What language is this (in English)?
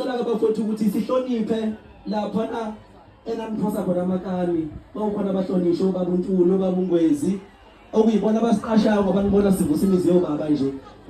Zulu